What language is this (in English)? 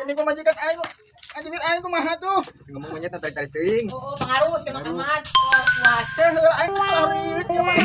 Sundanese